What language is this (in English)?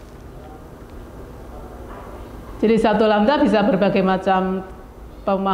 Indonesian